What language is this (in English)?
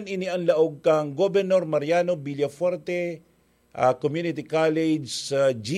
Bikol